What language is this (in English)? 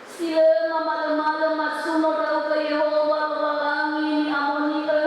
Nias